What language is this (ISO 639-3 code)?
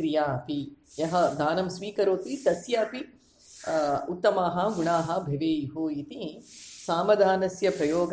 san